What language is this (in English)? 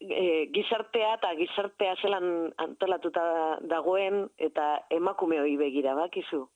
Basque